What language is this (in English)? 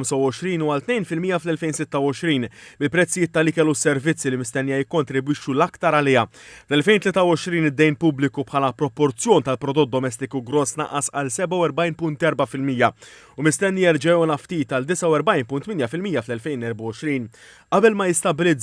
Maltese